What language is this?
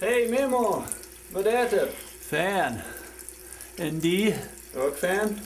Plautdietsch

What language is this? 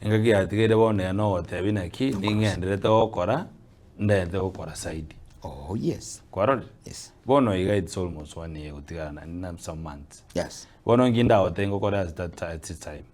Gusii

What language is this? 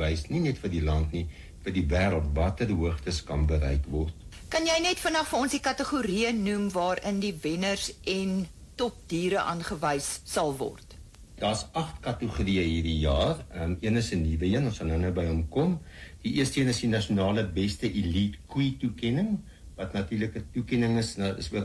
Afrikaans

